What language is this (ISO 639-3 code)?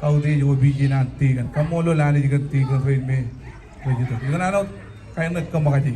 mah